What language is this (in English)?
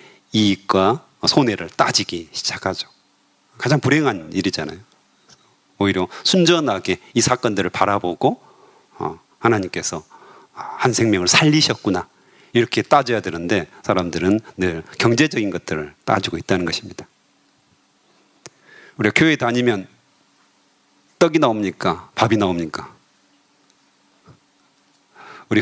Korean